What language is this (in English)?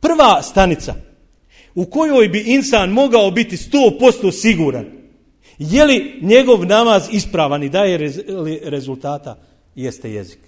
Bosnian